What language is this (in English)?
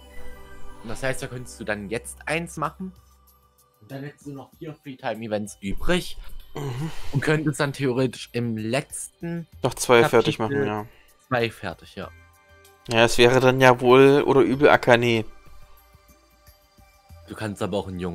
German